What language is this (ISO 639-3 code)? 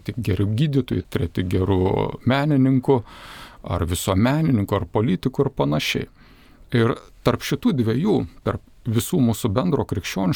lit